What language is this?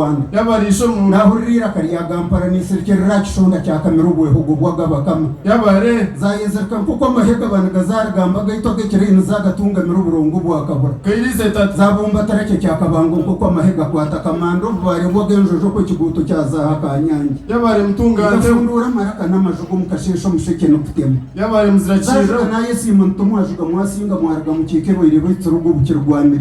Nyankole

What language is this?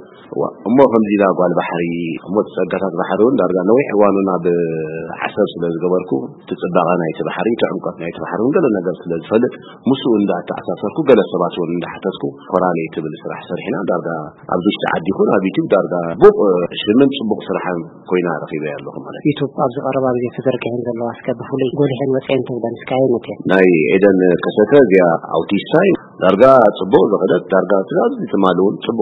Tigrinya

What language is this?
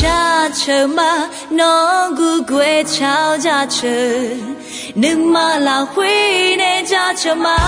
Akha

